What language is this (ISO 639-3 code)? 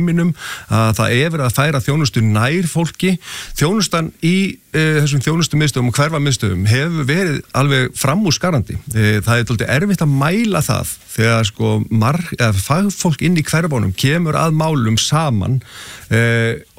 isl